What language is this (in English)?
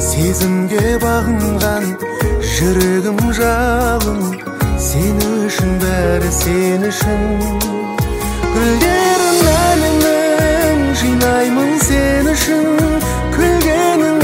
Kazakh